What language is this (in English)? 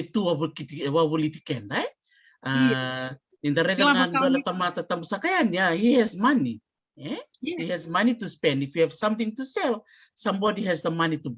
Fijian